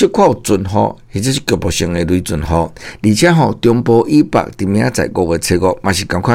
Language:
Min Nan Chinese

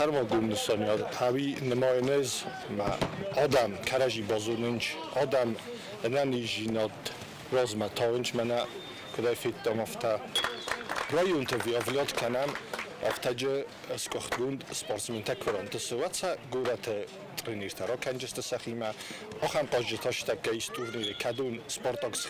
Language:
Ossetic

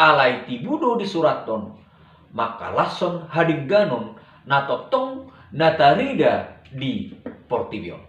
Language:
Batak Toba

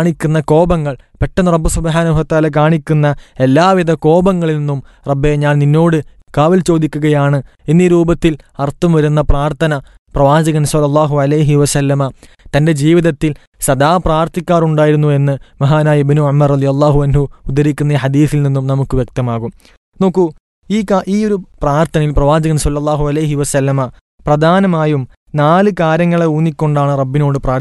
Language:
Malayalam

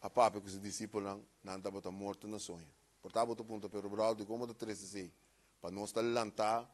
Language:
Papiamento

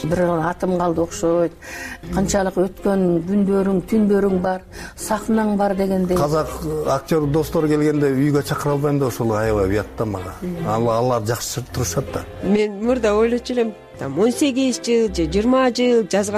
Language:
Kyrgyz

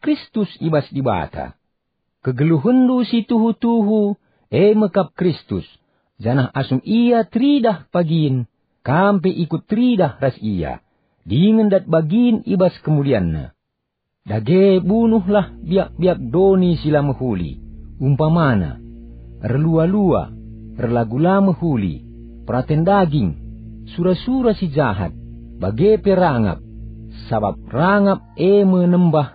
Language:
Batak Karo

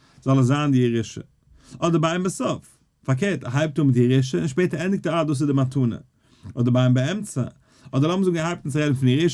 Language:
Yiddish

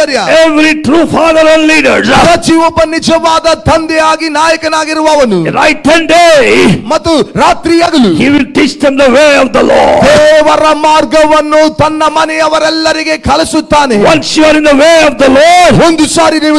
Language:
Kannada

